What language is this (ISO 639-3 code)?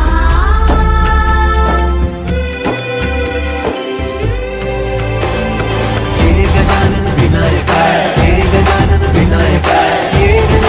mar